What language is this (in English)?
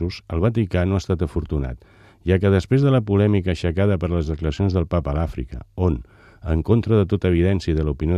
Catalan